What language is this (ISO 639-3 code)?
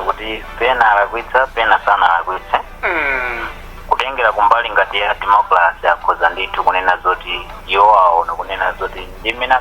nya